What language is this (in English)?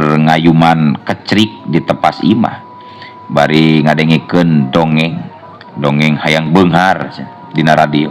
Sundanese